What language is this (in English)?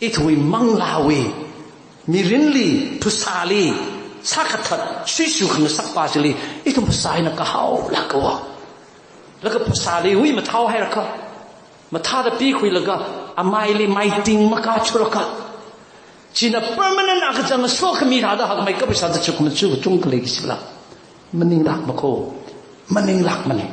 Tangkhul Naga (India)